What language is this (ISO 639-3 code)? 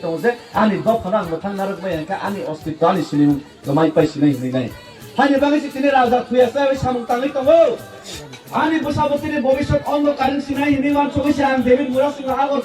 trp